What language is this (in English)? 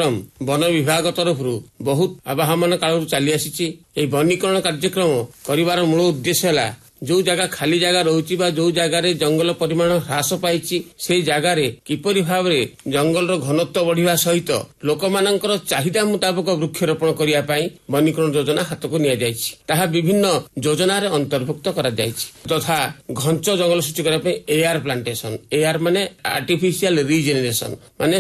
Odia